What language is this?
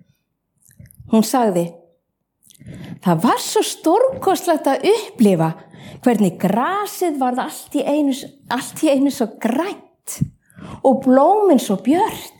Icelandic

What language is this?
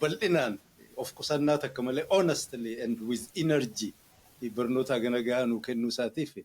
Oromo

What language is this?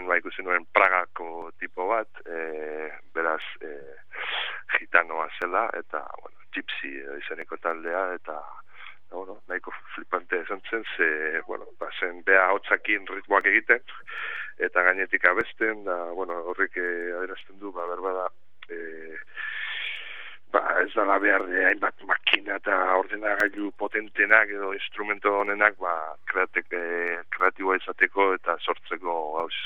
Basque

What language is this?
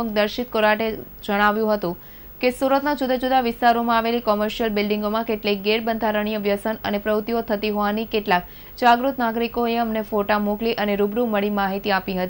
Gujarati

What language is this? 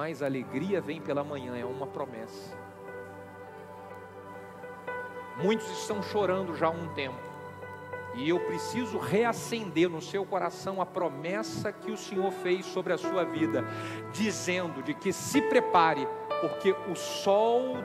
Portuguese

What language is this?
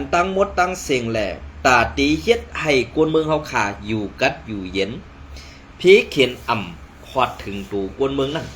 Shan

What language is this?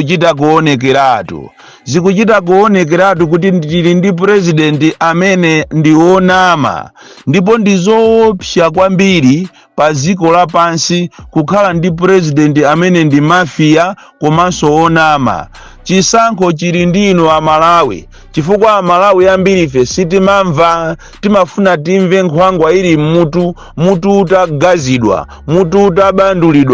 Nyanja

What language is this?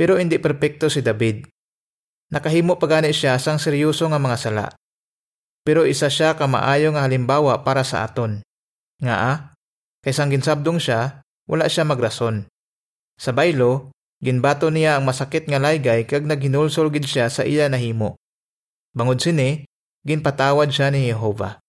Hiligaynon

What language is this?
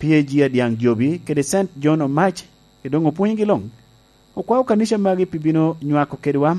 Lango (Uganda)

